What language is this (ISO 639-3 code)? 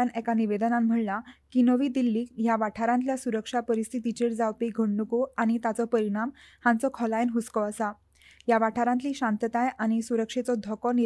kok